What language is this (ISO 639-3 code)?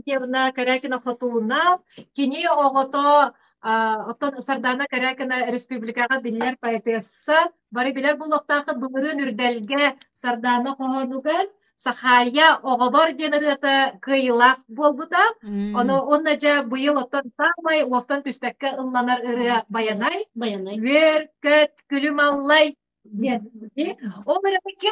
sah